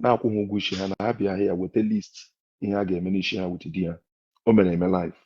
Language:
Igbo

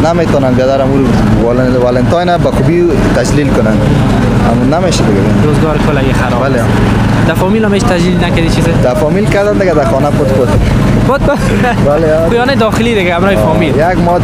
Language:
Persian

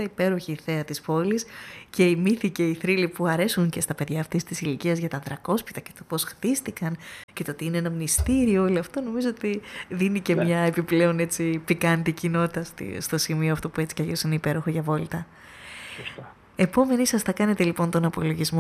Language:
Greek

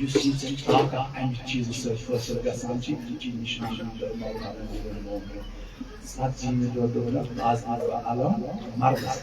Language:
Kashmiri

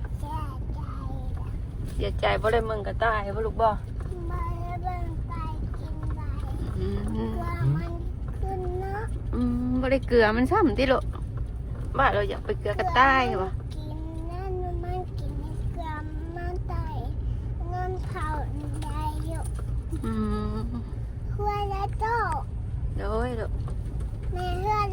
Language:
Northeastern Thai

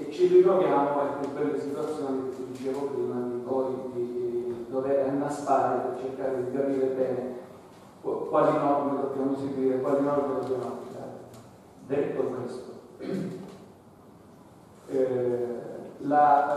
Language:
Italian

